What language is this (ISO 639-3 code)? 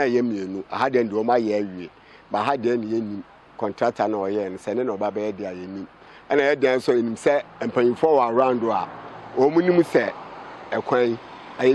aka